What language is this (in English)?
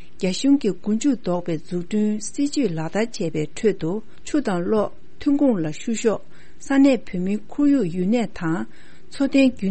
Tibetan